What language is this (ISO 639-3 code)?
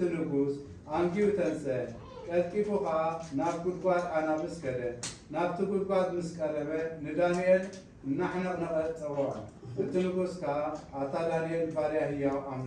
tir